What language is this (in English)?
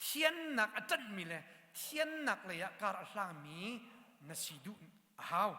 Hakha Chin